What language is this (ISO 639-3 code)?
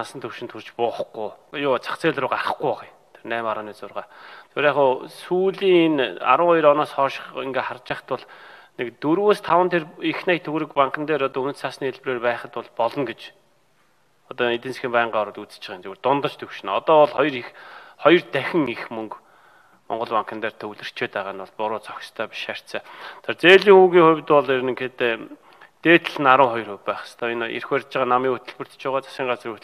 mon